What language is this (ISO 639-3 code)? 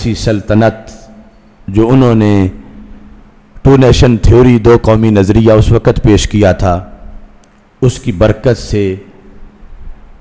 urd